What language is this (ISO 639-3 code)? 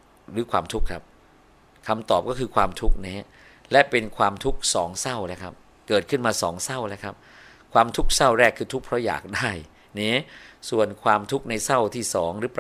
tha